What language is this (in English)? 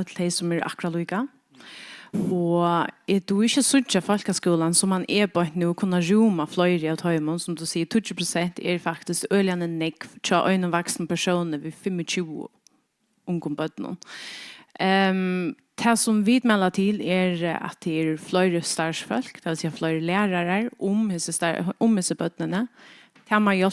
Faroese